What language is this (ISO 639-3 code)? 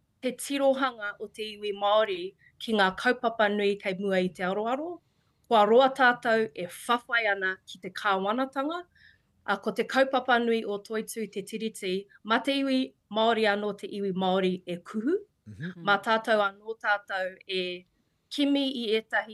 mri